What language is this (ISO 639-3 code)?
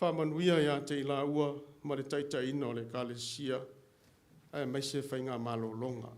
smo